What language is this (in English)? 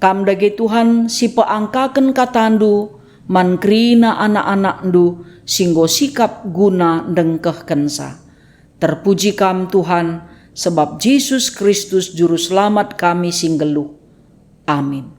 Batak Karo